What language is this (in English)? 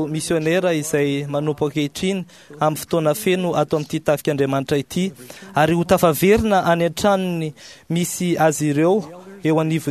Malagasy